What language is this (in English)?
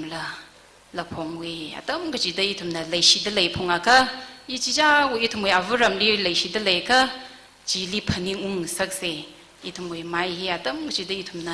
Tangkhul Naga (India)